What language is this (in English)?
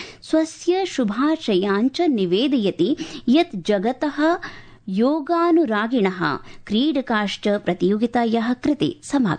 Sanskrit